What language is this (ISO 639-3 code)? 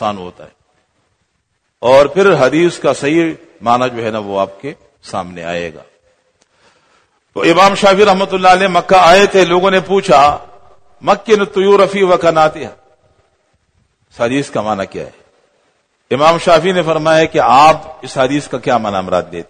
urd